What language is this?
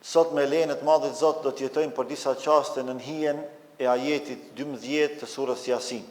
Albanian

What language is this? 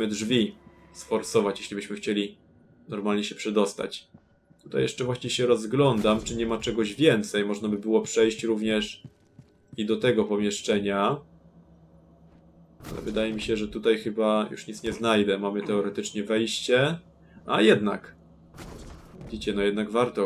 Polish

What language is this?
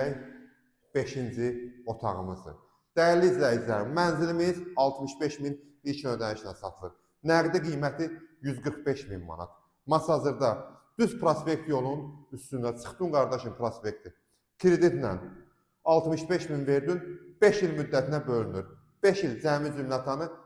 Azerbaijani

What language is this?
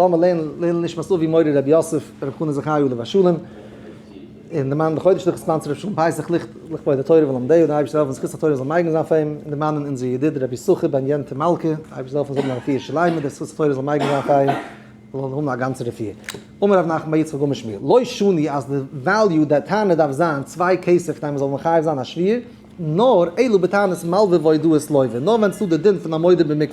Yiddish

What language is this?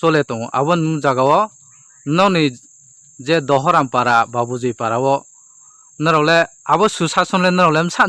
Kok Borok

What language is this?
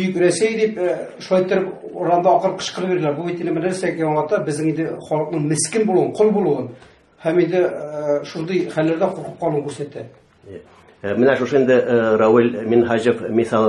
Tatar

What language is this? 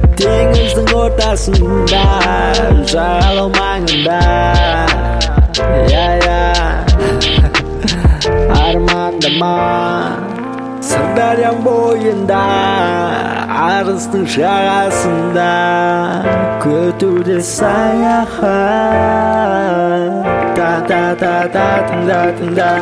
Kazakh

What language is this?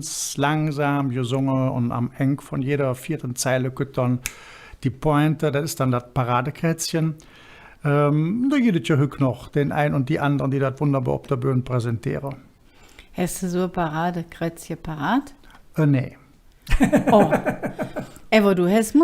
Colognian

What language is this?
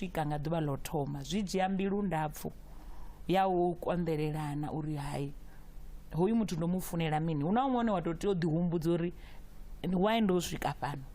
Venda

